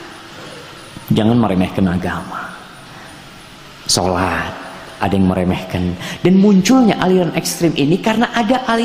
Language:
Indonesian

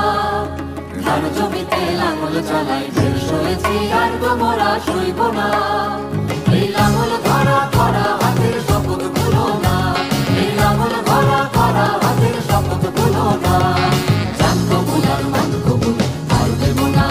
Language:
Bangla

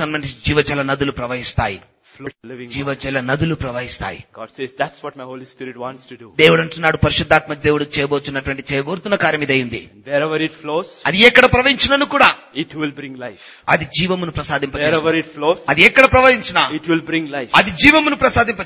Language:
Telugu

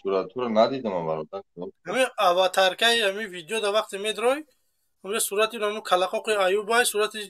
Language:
Tajik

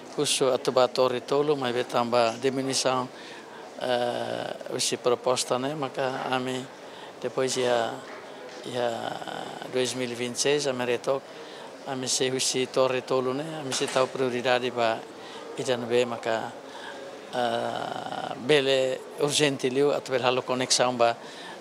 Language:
Tetum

